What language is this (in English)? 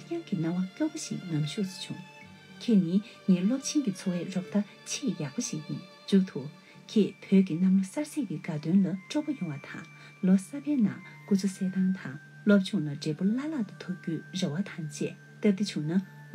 Tibetan